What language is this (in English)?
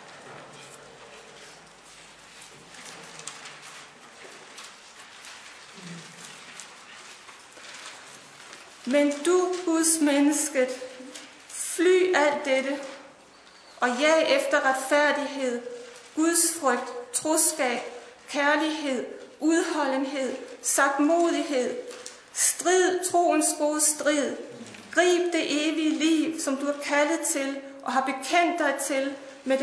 Danish